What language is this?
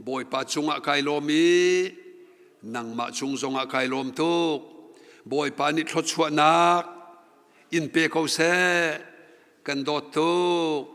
Hakha Chin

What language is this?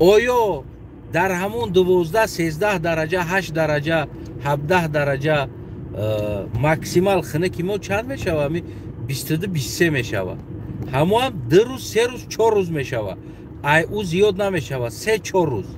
Tajik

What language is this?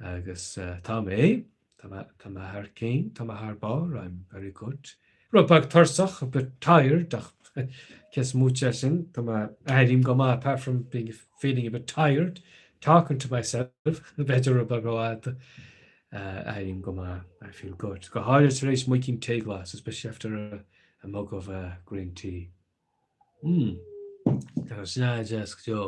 Irish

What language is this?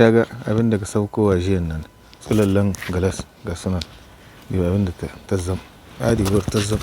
Hausa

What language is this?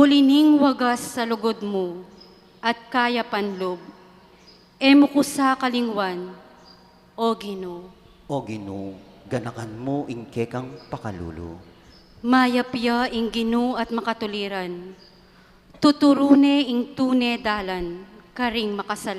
Pampanga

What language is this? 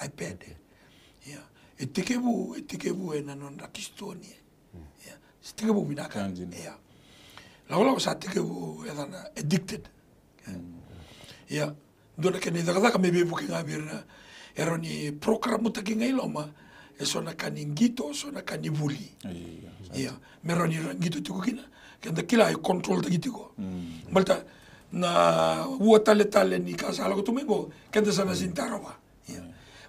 Fijian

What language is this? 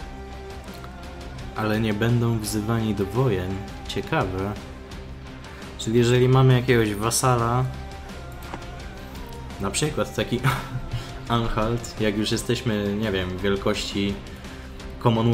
Polish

